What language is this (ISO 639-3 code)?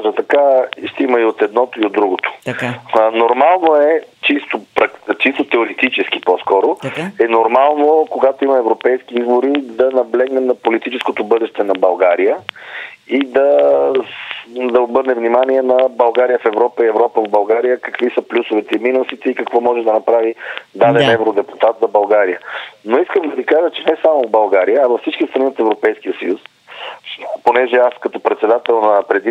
bul